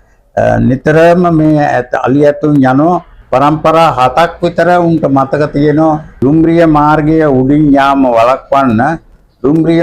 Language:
Sinhala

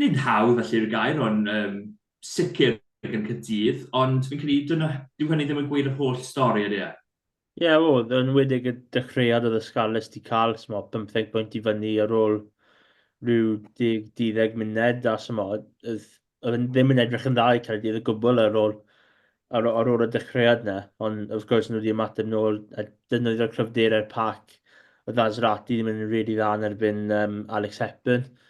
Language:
Welsh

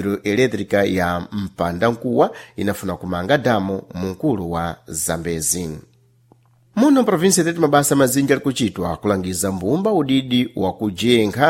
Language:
Sena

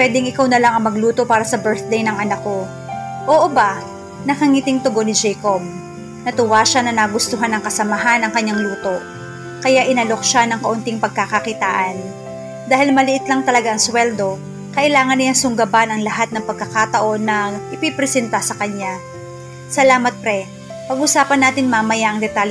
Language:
Filipino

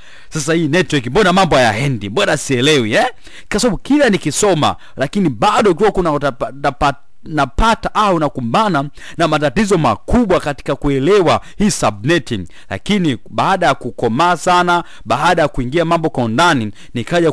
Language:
Swahili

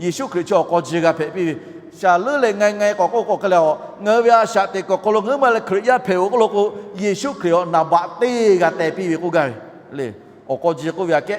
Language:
Lahu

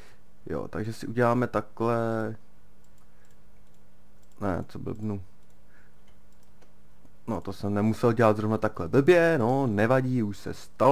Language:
Czech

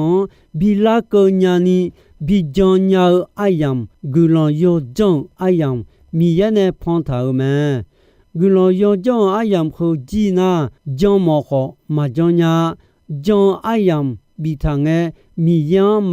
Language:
Akha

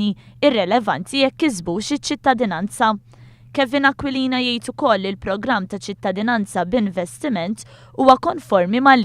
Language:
Maltese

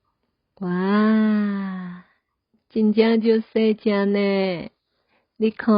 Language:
Min Nan Chinese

